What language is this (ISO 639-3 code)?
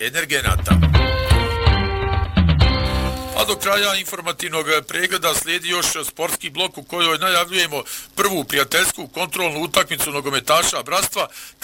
bos